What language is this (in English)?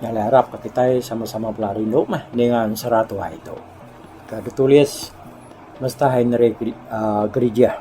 Iban